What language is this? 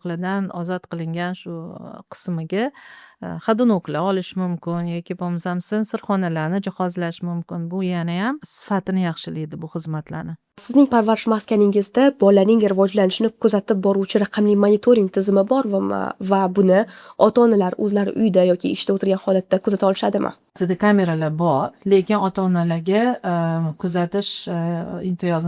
Uzbek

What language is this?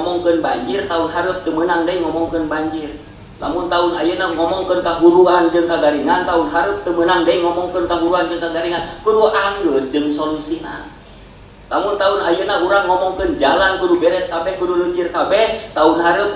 Sundanese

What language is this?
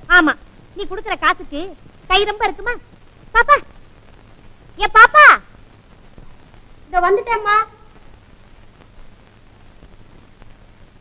Tamil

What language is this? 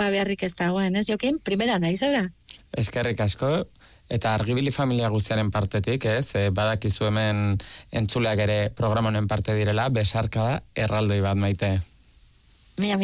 Basque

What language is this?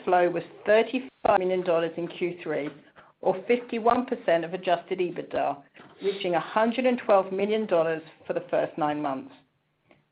English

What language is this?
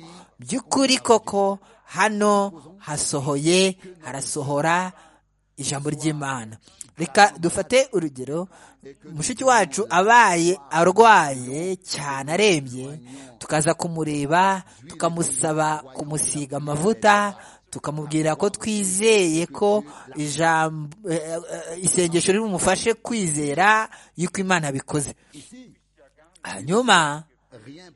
Kinyarwanda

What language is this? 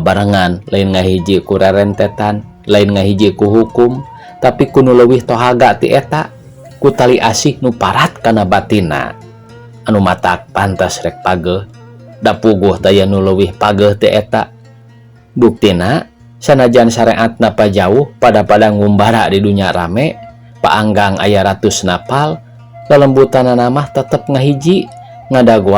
Sundanese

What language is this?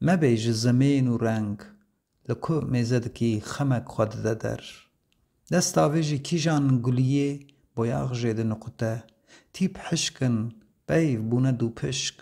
Kurdish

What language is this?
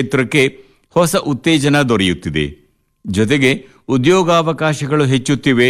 Kannada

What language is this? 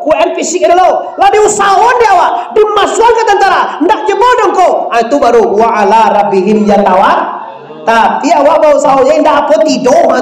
Minangkabau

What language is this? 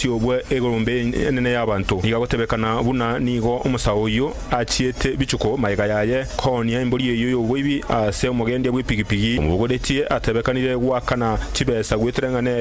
Gusii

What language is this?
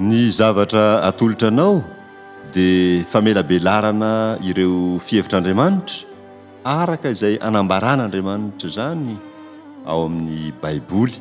Malagasy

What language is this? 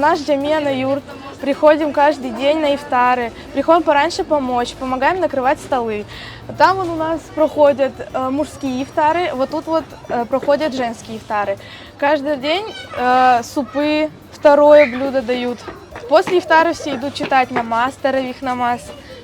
Crimean Tatar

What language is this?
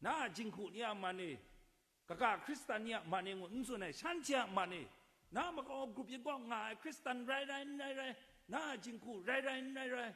Kachin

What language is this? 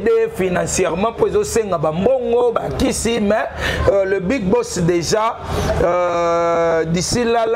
Lingala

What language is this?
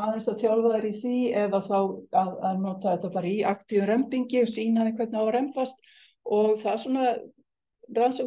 Icelandic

